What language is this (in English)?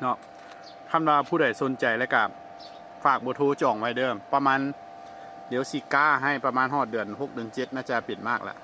Lao